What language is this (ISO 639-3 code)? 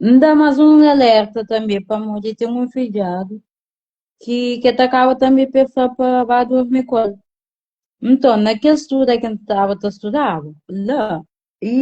kea